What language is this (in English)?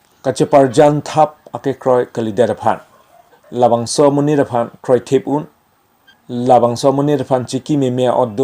Karbi